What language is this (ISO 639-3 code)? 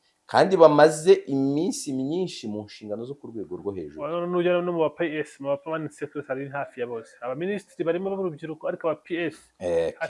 kin